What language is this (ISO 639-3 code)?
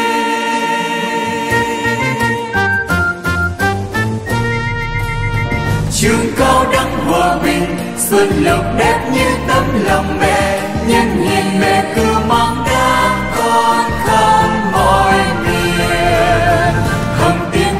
vie